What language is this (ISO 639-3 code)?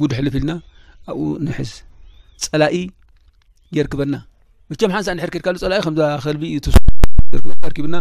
tir